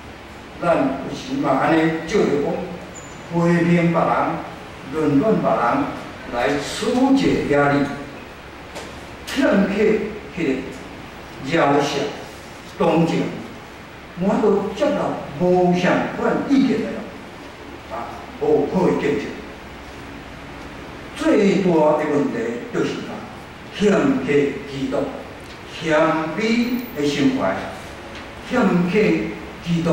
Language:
Min Nan Chinese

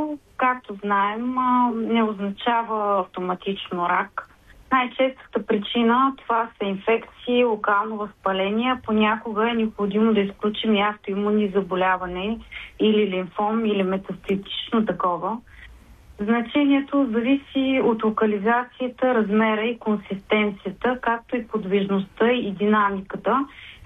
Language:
Bulgarian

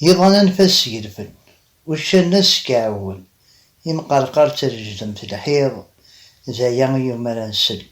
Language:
Kabyle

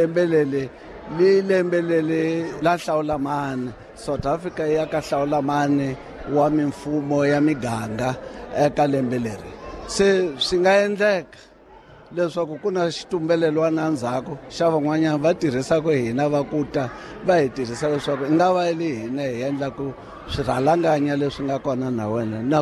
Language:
Tsonga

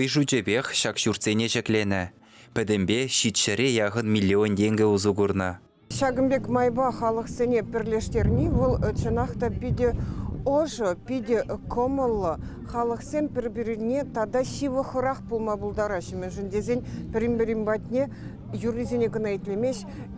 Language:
Chuvash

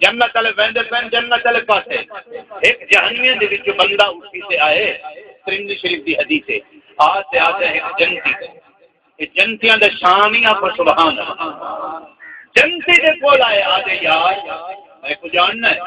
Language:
Saraiki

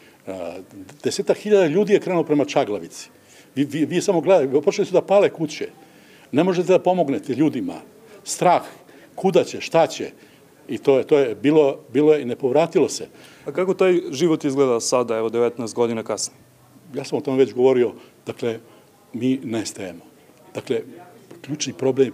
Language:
Serbian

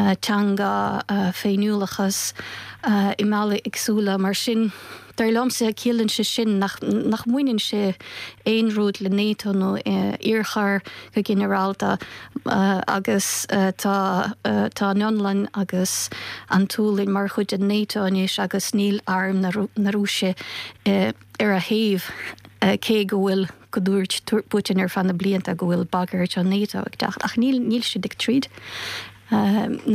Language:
Irish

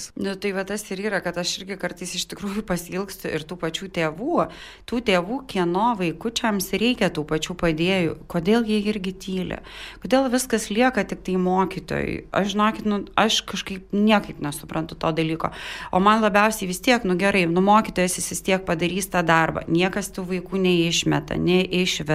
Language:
Lithuanian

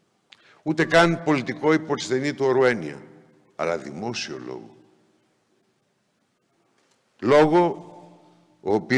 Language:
Greek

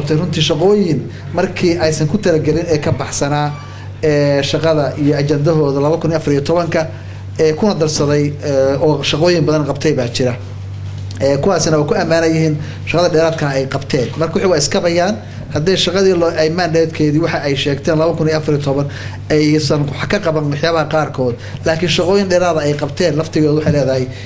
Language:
Somali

